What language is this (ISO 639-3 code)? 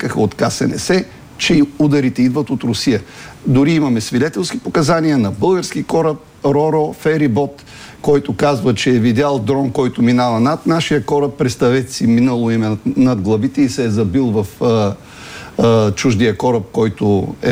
bul